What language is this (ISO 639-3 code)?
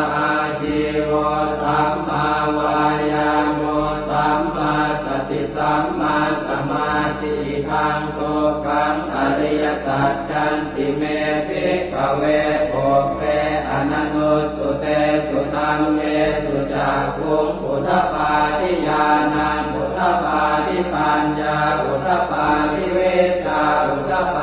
pli